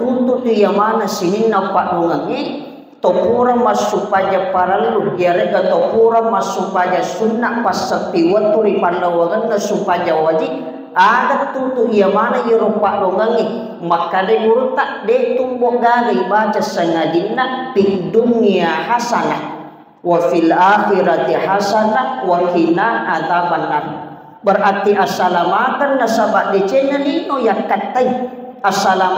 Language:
Buginese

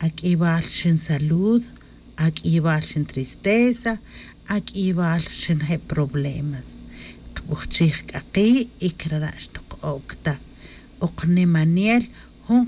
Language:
Tz'utujil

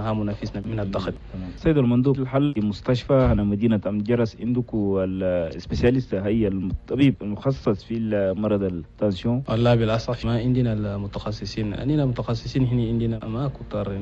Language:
Chadian Arabic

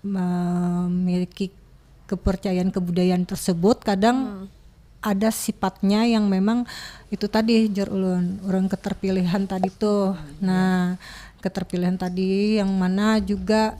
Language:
Banjar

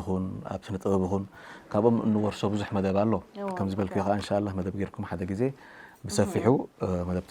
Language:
Tigrinya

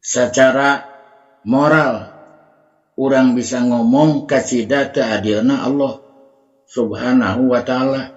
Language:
Sundanese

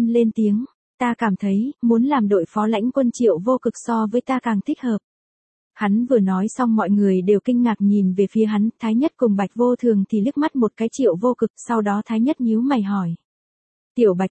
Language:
Vietnamese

